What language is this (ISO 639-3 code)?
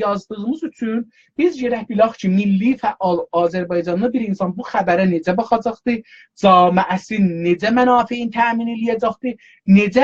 azb